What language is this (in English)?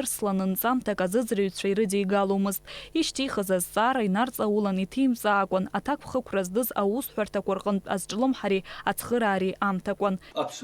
Abkhazian